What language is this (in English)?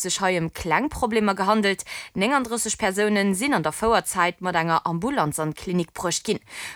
Luxembourgish